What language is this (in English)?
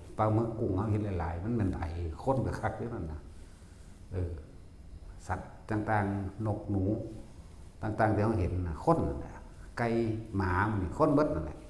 Northeastern Thai